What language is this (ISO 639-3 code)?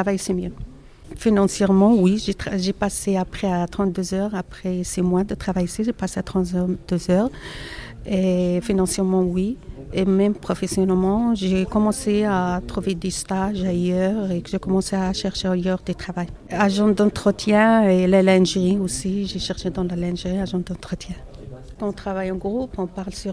fra